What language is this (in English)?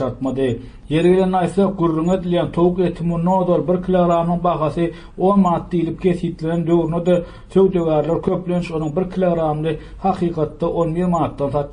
Turkmen